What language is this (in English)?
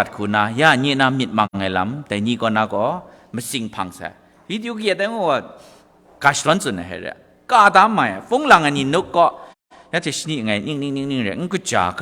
Kachin